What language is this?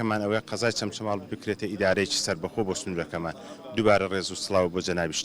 Central Kurdish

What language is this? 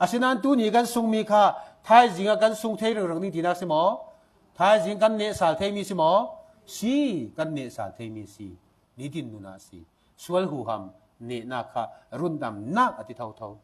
Falam Chin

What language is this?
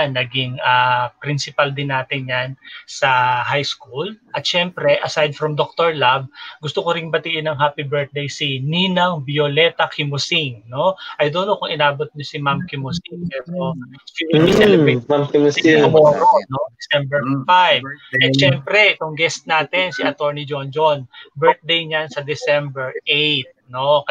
Filipino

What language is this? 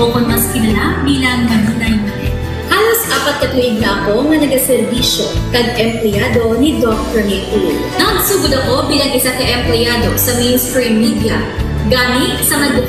Hiligaynon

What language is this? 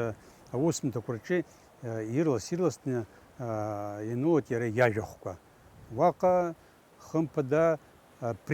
Abkhazian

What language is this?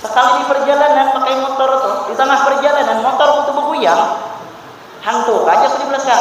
Banjar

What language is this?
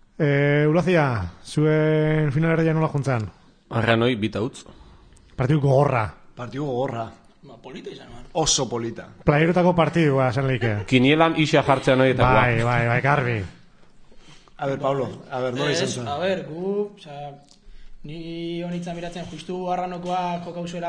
Basque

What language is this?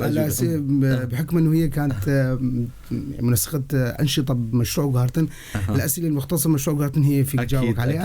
North Levantine Arabic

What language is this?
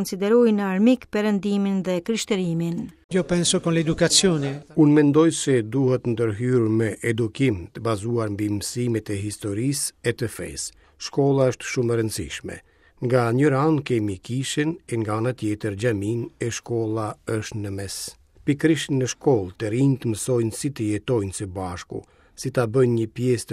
Albanian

